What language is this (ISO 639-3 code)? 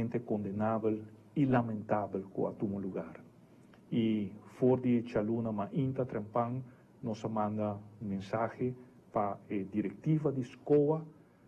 pap